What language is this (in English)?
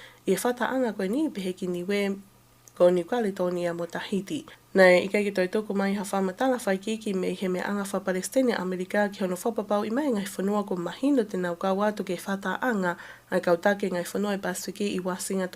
Tongan